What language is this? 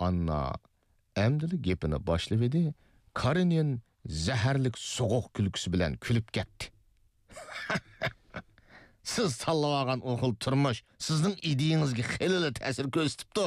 Uyghur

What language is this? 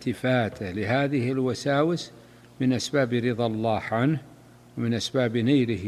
Arabic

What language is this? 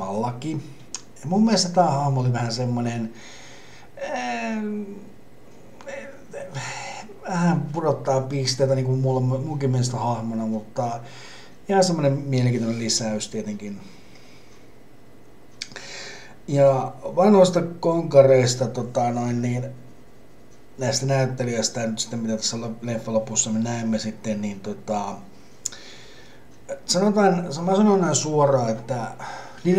Finnish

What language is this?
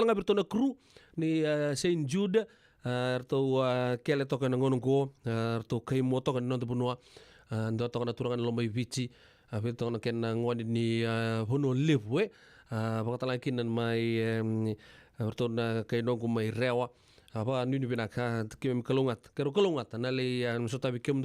Fijian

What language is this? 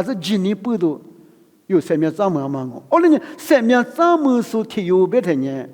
Lisu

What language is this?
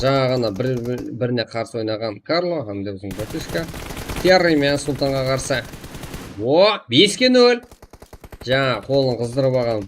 Kara-Kalpak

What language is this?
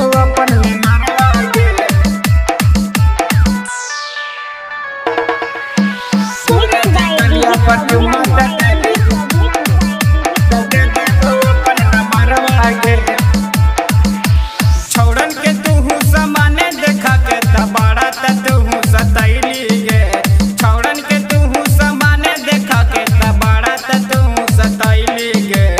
Magahi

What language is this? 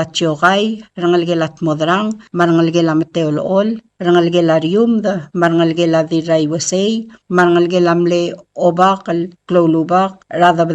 Palauan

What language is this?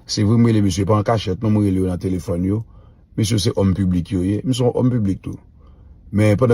Haitian Creole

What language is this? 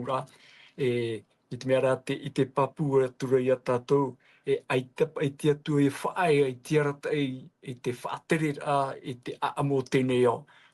Tahitian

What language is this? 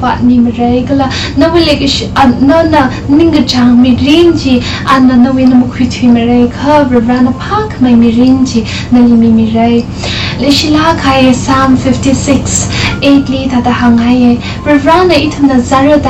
Tangkhul Naga (India)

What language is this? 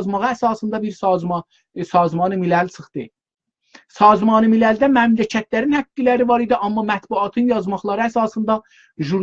South Azerbaijani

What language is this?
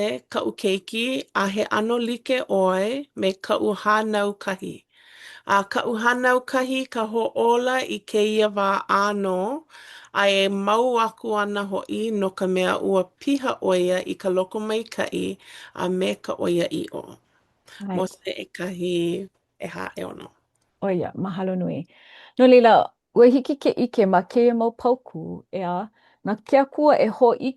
Hawaiian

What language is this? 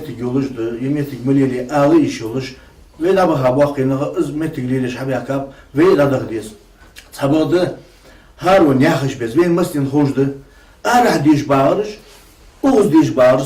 Ingush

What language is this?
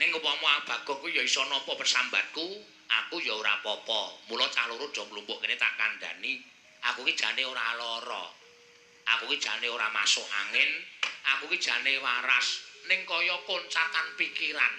Javanese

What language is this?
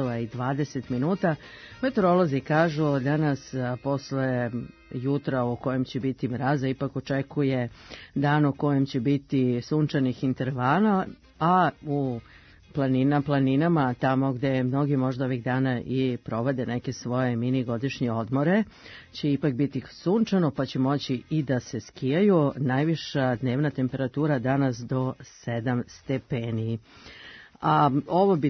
Serbian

